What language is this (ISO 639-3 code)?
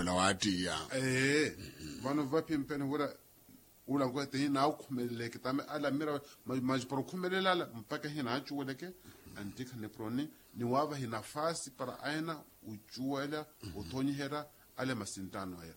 vmw